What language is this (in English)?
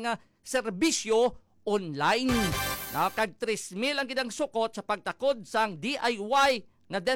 Hiligaynon